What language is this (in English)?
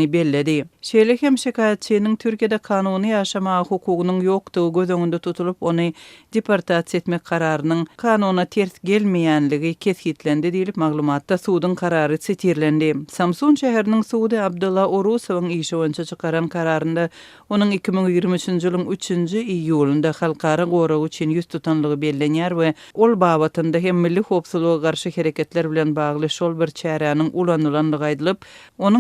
Turkmen